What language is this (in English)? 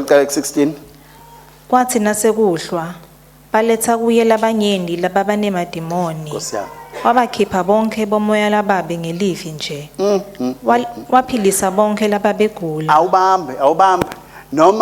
Swati